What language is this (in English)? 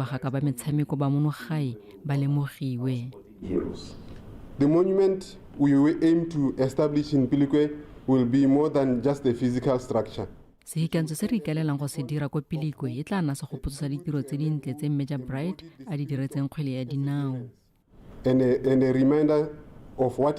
Tswana